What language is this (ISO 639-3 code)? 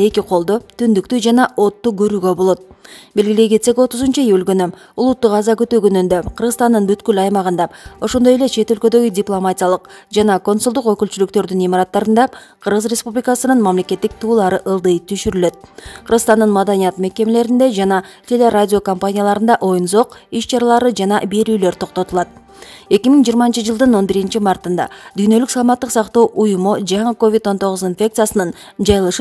kir